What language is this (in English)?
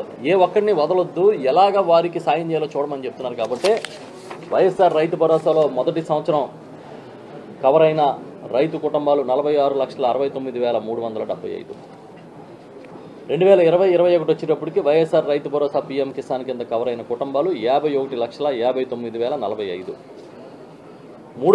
Telugu